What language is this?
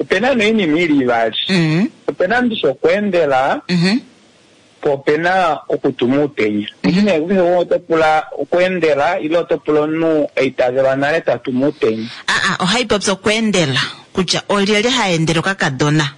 Kuanyama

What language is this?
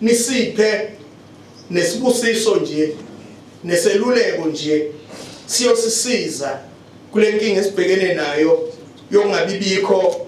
Zulu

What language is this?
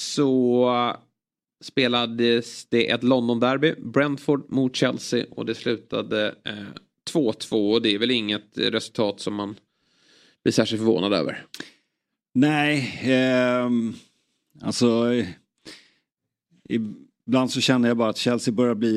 Swedish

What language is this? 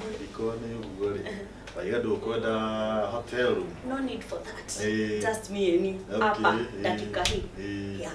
Kikuyu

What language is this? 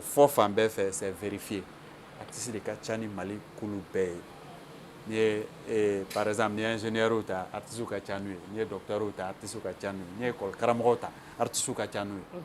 Bambara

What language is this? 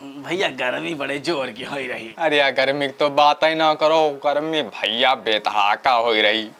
Awadhi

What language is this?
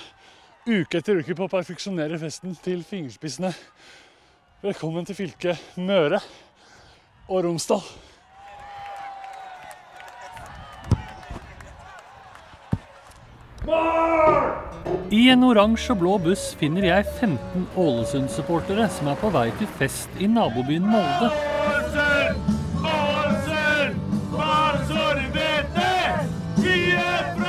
Norwegian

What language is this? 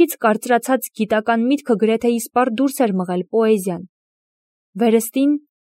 Armenian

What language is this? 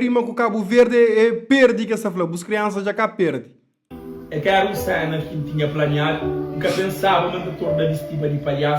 Kabuverdianu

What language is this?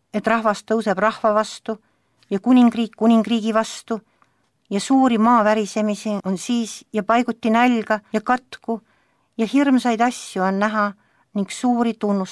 Estonian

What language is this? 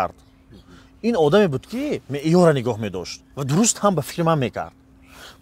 Tajik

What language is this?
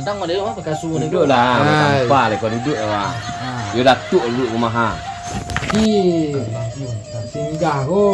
Minangkabau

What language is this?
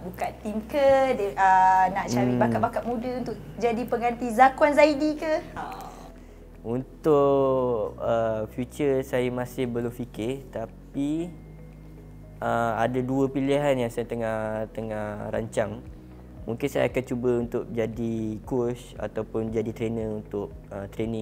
Malay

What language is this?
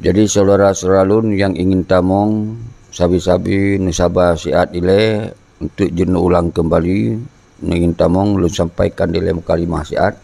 Achinese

